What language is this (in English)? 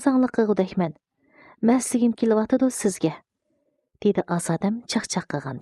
Uyghur